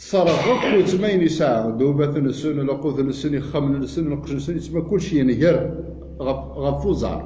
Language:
Kabyle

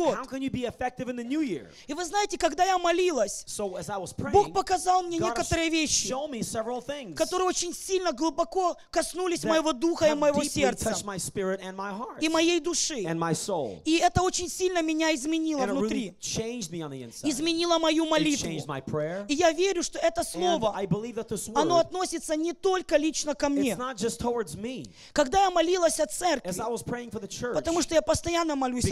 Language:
Russian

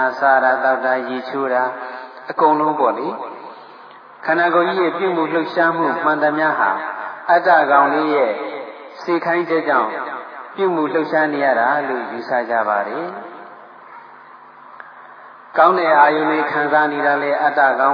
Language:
Burmese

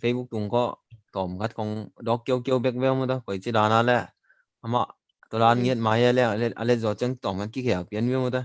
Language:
Tedim Chin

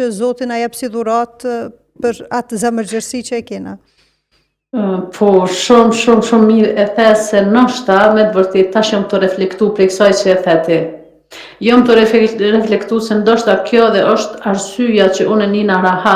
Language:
Albanian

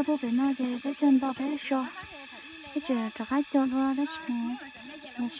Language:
Hmong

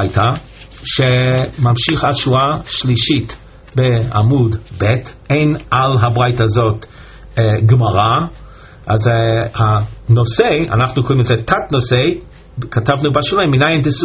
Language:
Hebrew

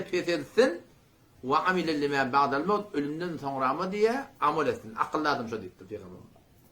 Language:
Turkmen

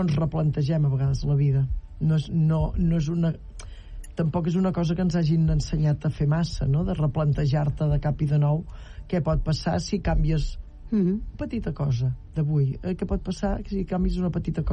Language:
Catalan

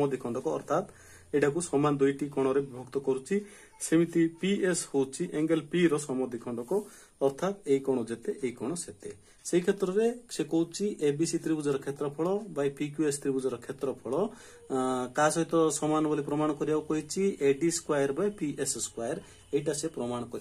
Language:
Odia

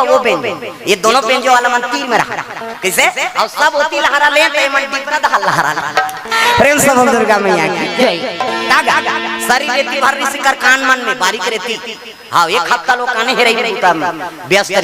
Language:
Chhattisgarhi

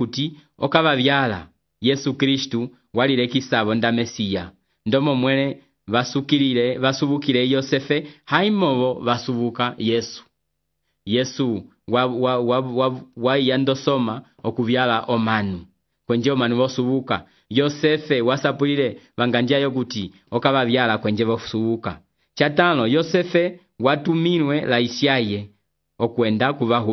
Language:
Umbundu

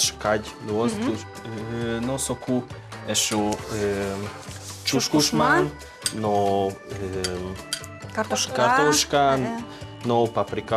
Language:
Udmurt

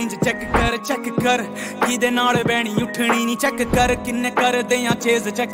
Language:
Punjabi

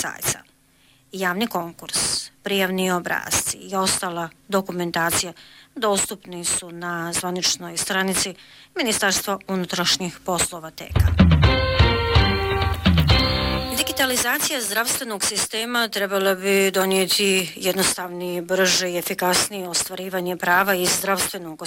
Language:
Bosnian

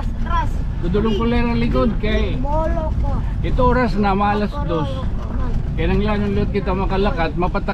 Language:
Waray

